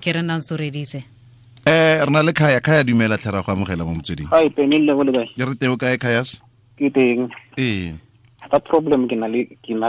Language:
Tswana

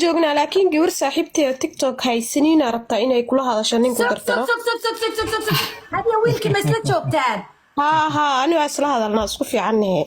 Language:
Somali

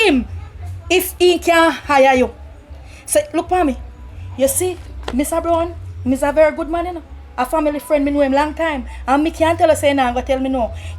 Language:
Jamaican Creole English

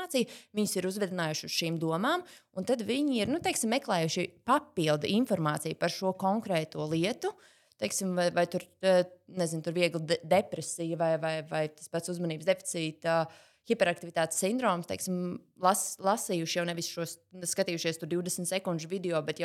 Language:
Latvian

